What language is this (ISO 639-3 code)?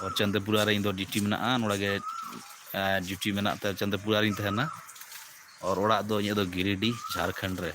sat